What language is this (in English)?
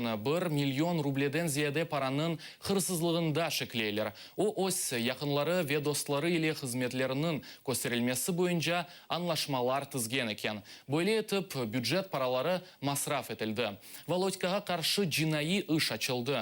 Crimean Tatar